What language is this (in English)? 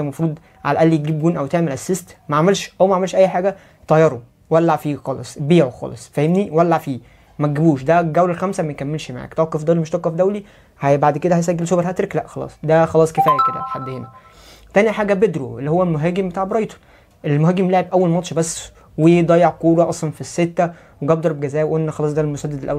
Egyptian Arabic